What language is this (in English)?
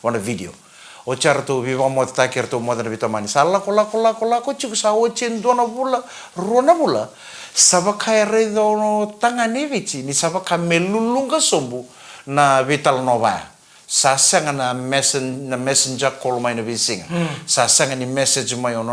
Fijian